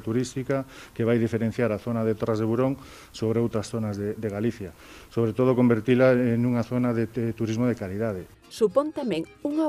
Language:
Galician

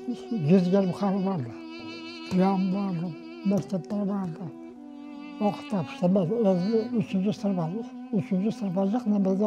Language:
Crimean Tatar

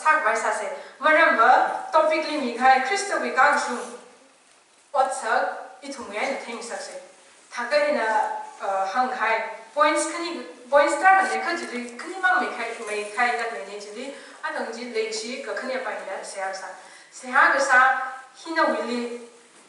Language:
Tangkhul Naga (India)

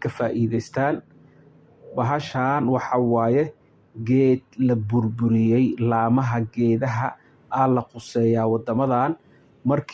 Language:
Somali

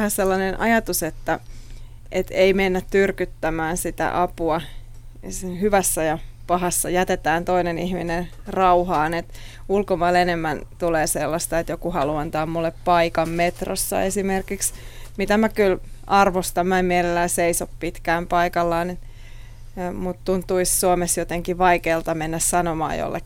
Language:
Finnish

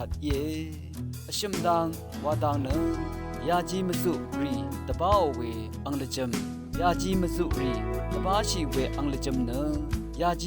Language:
Rawang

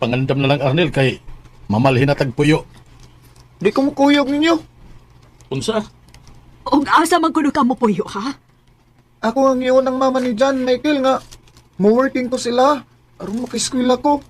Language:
Cebuano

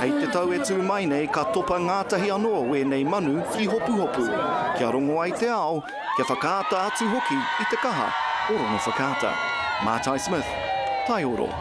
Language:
Māori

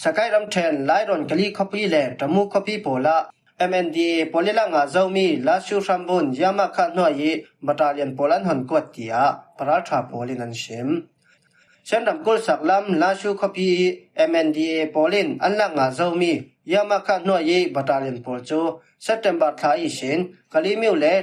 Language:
Falam Chin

